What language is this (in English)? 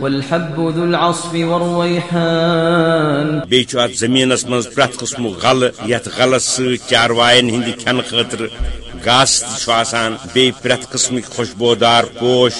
Kashmiri